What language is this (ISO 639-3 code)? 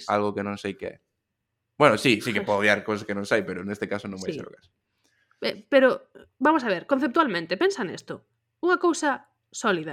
glg